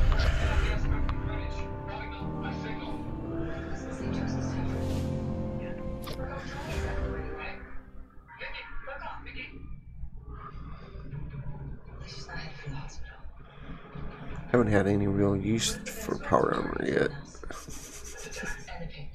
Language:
English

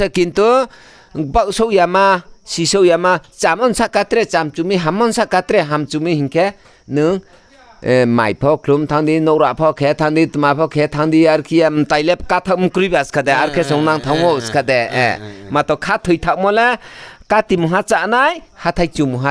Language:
Riang (India)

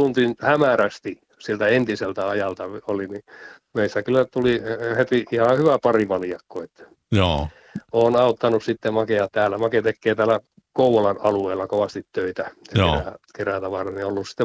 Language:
Finnish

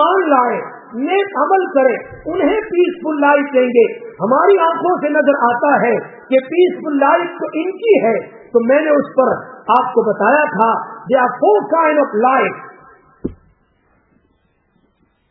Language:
Urdu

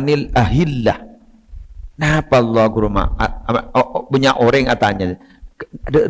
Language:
Madurese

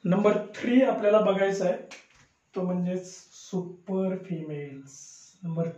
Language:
Marathi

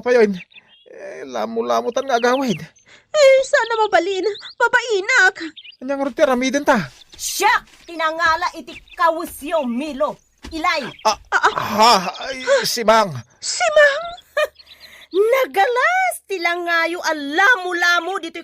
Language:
Iloko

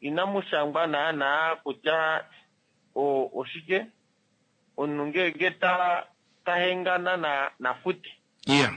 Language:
Kuanyama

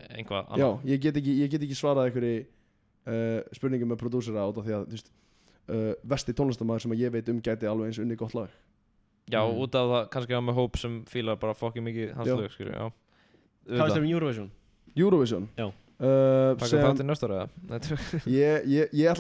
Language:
Icelandic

